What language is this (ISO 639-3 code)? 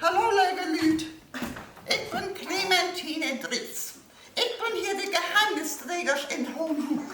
nds